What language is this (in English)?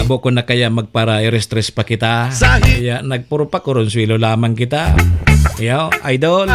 Bikol